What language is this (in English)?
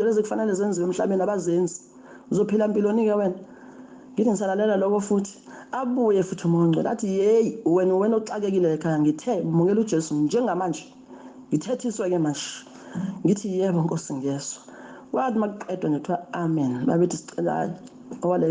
Zulu